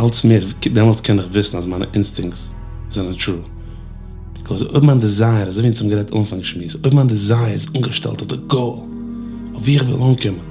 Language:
Yiddish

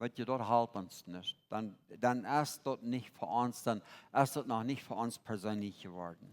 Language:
Plautdietsch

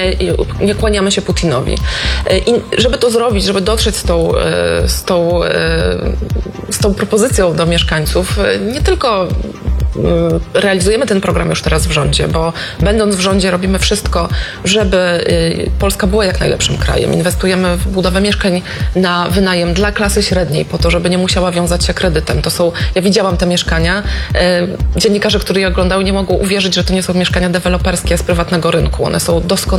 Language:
Polish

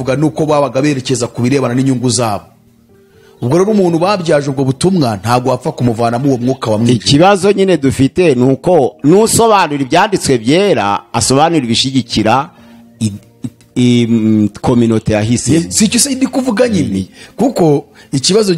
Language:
Kinyarwanda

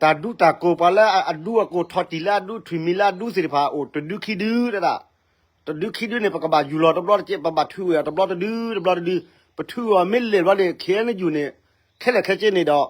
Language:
S'gaw Karen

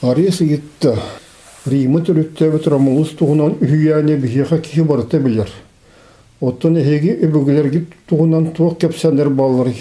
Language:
Yakut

